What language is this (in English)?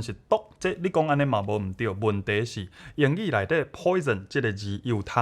Min Nan Chinese